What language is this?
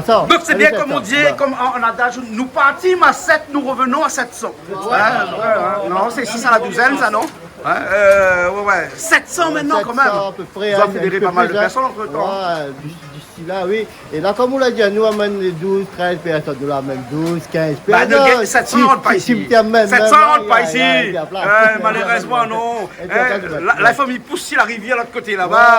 Réunion Creole French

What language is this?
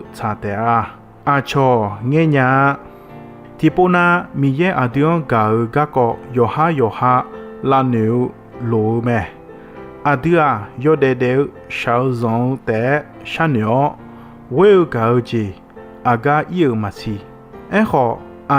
Akha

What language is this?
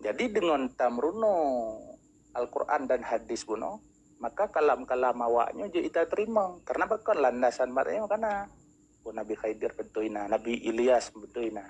Achinese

